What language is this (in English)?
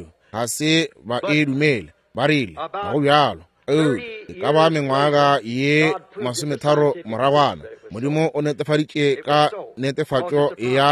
Northern Sotho